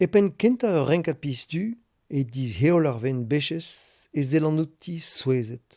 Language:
Breton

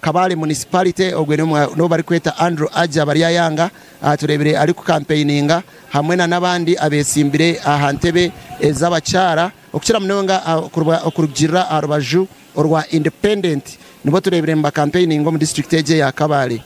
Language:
Nyankole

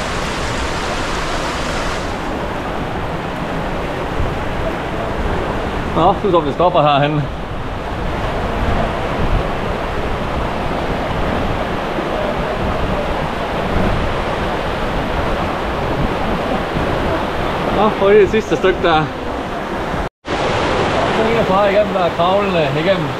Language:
Danish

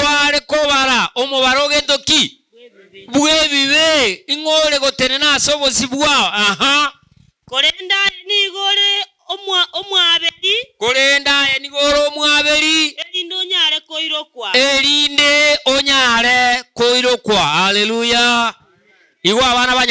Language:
Gusii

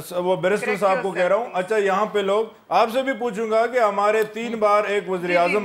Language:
Urdu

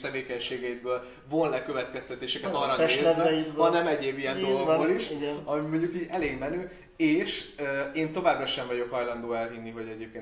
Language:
Hungarian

